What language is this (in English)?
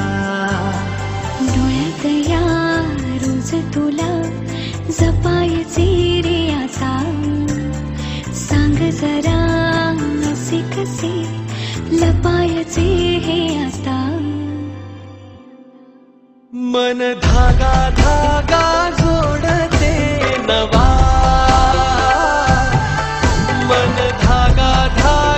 Marathi